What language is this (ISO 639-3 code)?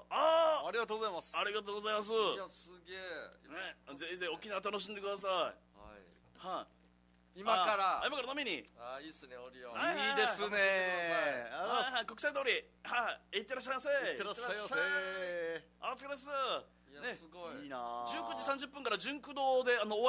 jpn